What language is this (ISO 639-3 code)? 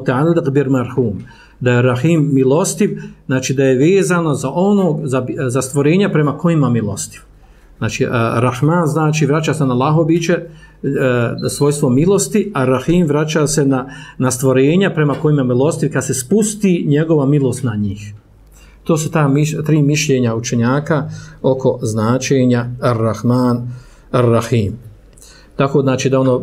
bos